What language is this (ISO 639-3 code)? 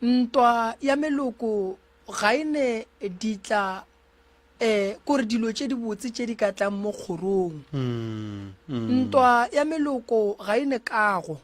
nso